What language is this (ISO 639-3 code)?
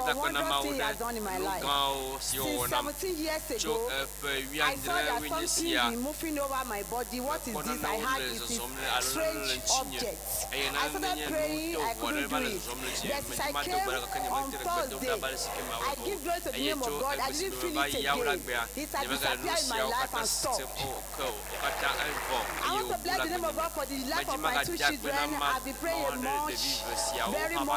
ewe